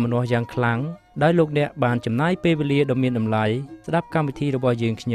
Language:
Khmer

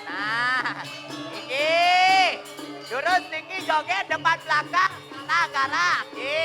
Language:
Balinese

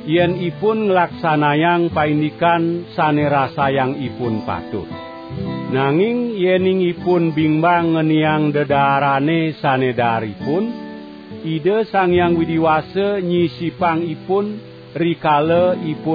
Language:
Balinese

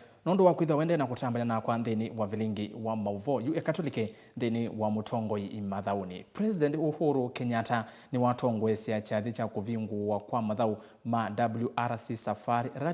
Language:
Kamba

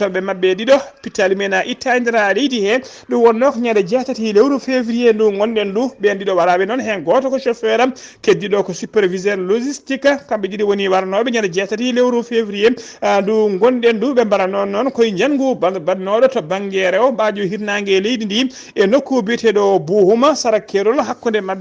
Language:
Fula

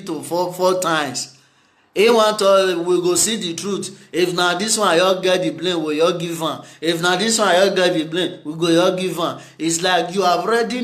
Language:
Nigerian Pidgin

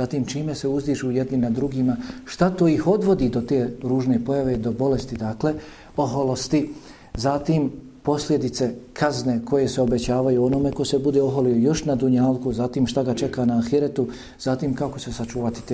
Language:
Bosnian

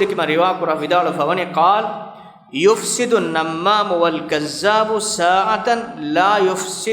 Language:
Divehi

